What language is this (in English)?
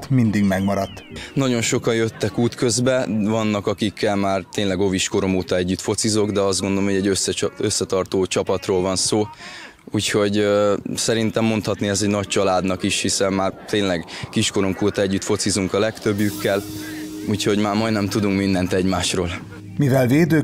Hungarian